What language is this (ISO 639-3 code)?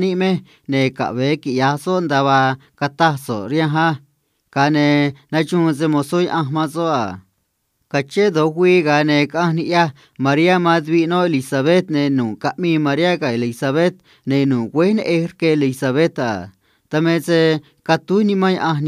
trc